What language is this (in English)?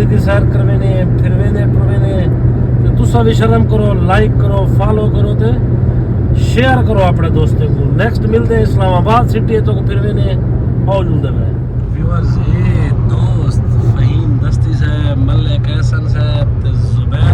Saraiki